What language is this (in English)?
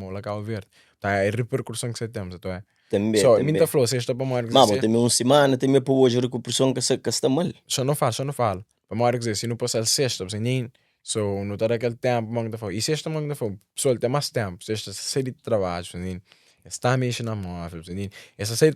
Kabuverdianu